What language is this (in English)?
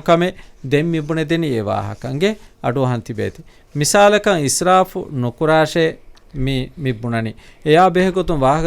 Divehi